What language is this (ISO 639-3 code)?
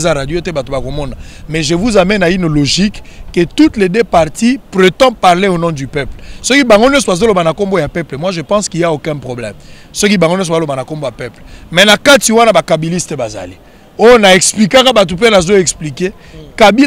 lin